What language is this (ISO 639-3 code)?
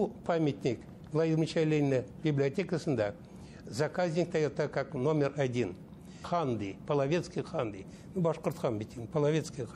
bak